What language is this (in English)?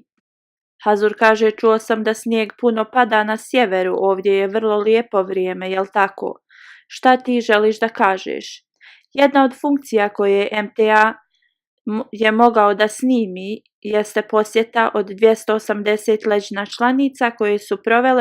Bosnian